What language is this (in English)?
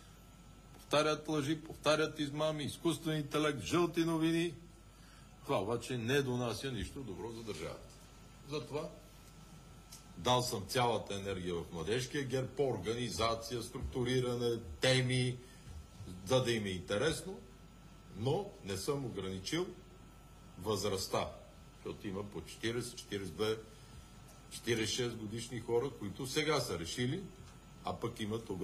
Bulgarian